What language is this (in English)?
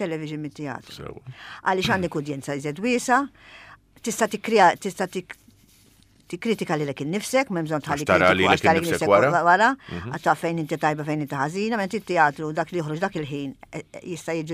Maltese